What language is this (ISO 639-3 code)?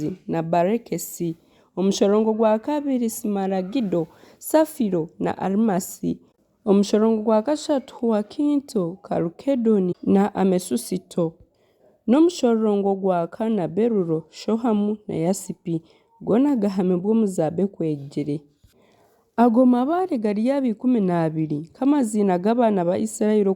nyn